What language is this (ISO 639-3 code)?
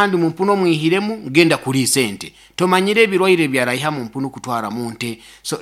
nyo